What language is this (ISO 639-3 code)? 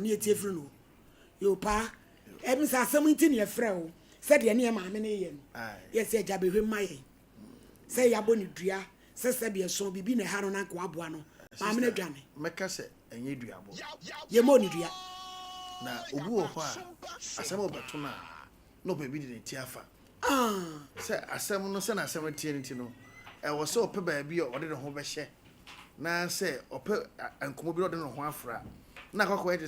aka